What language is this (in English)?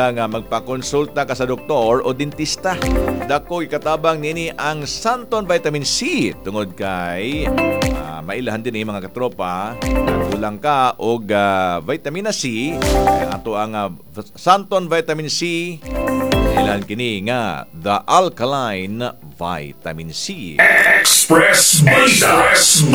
Cebuano